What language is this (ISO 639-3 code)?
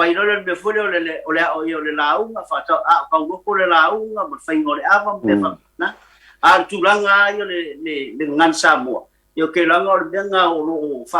smo